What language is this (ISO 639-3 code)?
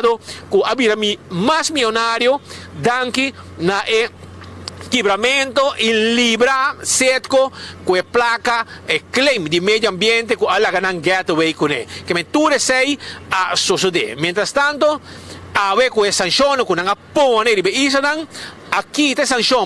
pap